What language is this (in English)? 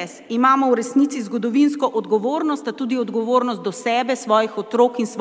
Slovenian